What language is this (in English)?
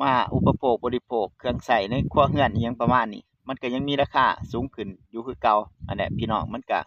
Lao